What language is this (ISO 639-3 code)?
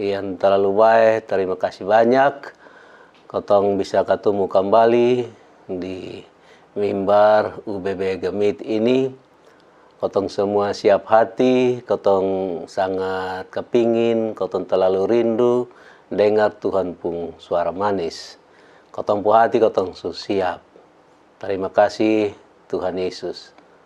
mkn